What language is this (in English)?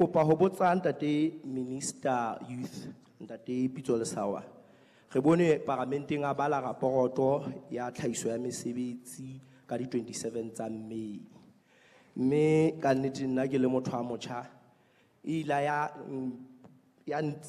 Southern Sotho